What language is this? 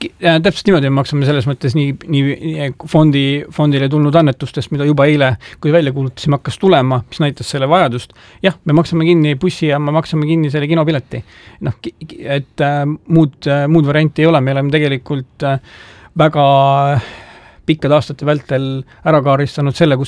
Estonian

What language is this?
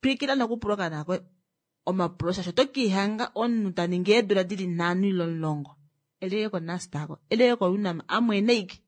Kuanyama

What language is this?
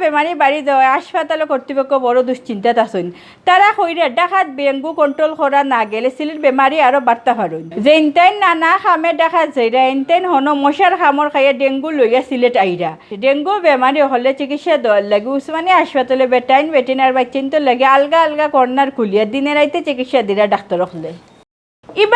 Sylheti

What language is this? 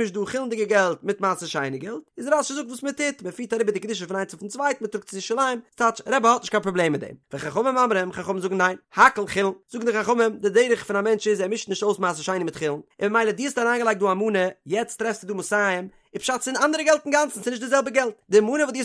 Yiddish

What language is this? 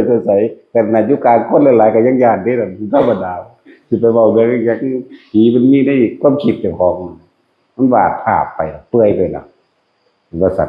Northeastern Thai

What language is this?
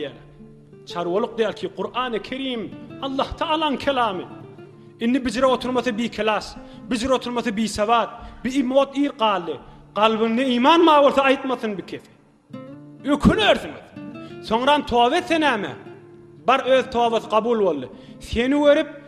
Turkmen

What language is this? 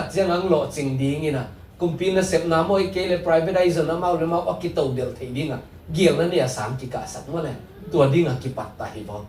Tedim Chin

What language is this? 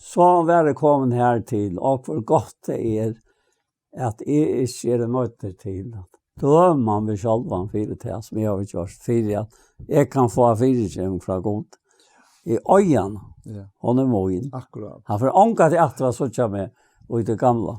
Faroese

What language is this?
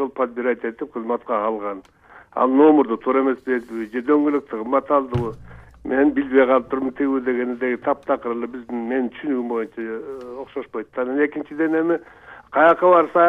Kyrgyz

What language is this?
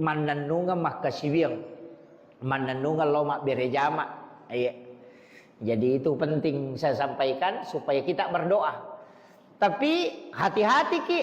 Buginese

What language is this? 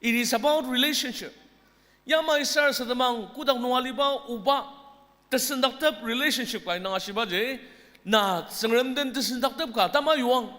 Ao Naga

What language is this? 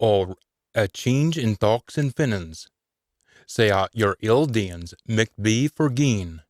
Scots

